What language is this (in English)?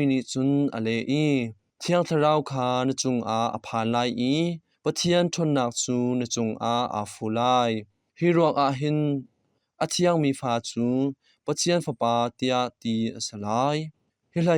Hakha Chin